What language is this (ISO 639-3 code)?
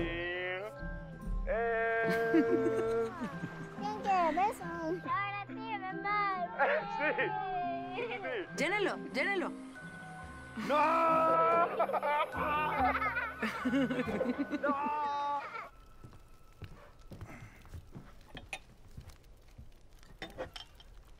spa